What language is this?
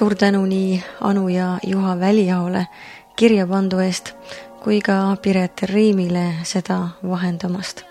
Estonian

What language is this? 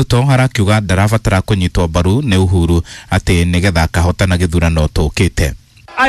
Kikuyu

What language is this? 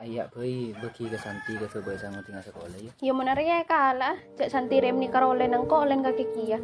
Madurese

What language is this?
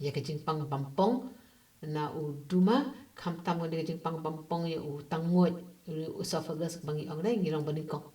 Khasi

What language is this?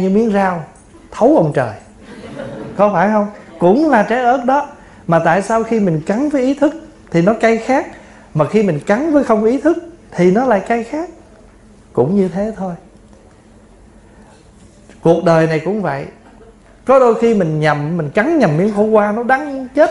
Vietnamese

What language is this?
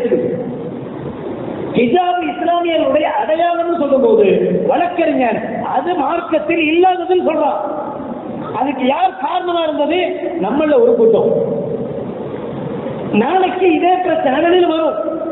Tamil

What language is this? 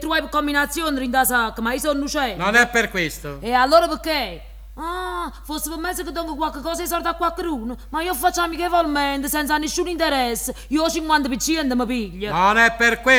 Neapolitan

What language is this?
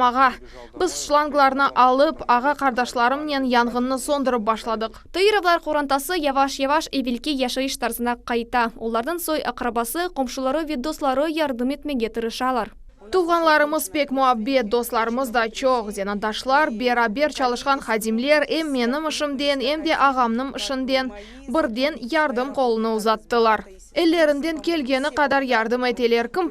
Crimean Tatar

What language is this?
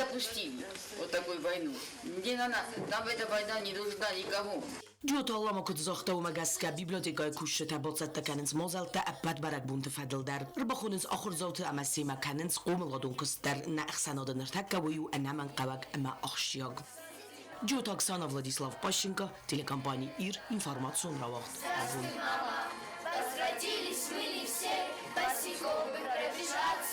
Ossetic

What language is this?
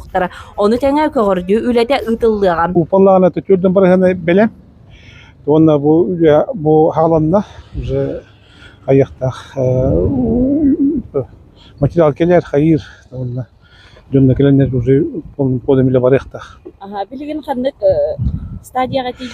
Yakut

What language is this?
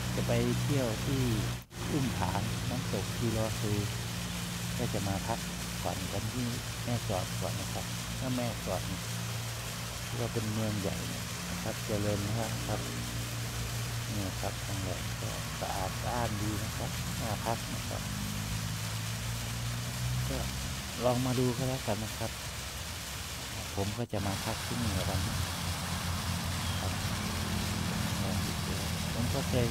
Thai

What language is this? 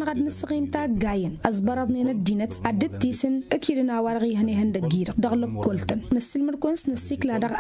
Tamasheq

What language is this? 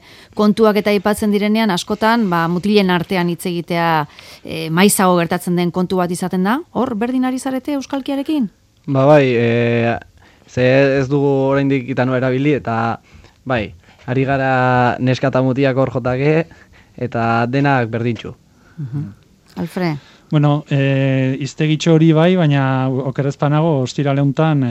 Basque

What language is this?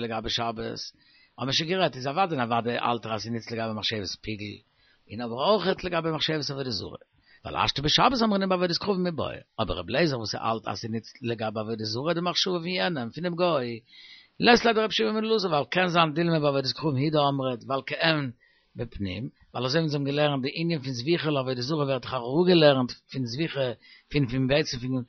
Yiddish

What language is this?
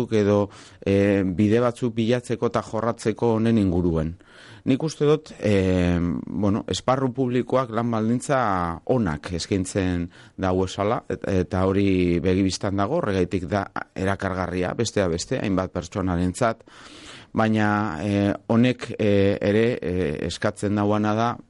Basque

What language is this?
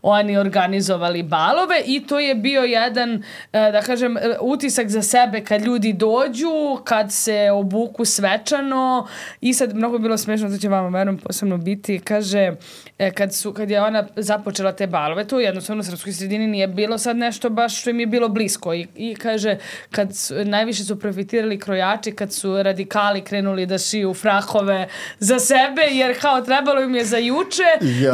Serbian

